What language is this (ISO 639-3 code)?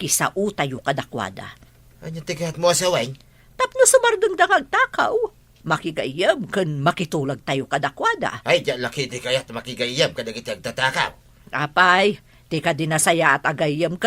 ilo